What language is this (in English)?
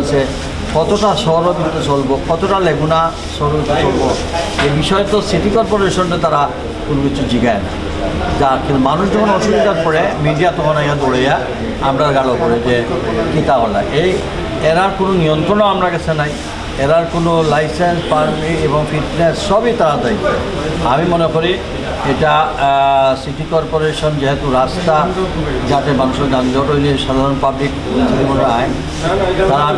Sylheti